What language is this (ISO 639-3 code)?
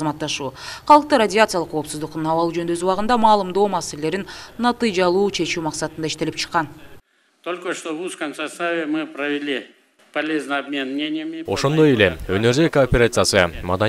kir